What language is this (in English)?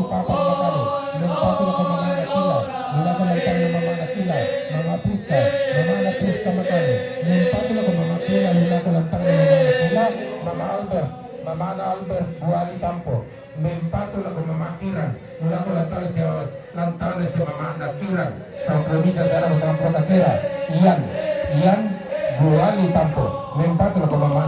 Toraja-Sa'dan